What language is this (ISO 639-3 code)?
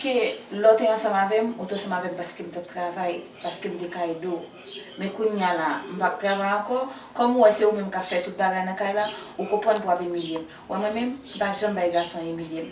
hat